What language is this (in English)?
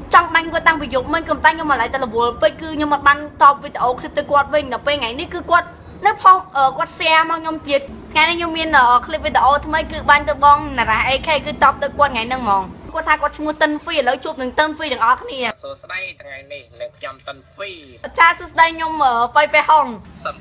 Khmer